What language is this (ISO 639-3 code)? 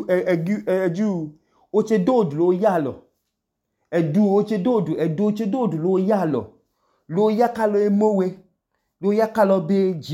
idu